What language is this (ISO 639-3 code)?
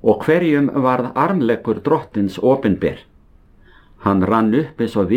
isl